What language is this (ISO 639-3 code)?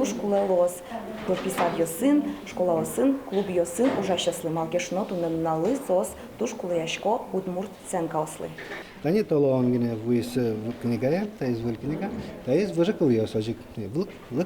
udm